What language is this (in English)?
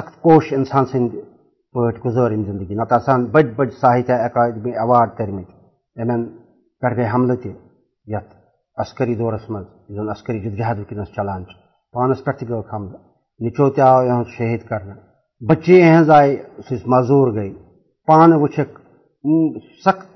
Kashmiri